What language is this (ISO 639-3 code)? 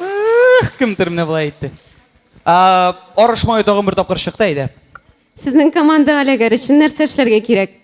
tat